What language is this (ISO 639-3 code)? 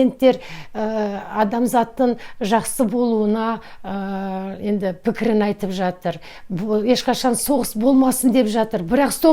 kaz